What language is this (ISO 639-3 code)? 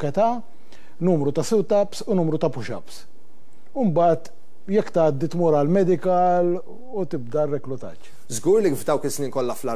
mlt